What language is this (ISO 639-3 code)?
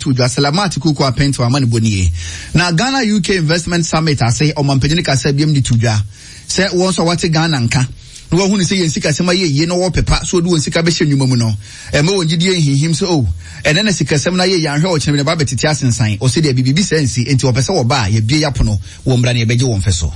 aka